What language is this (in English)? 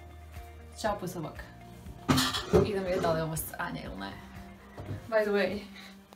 Croatian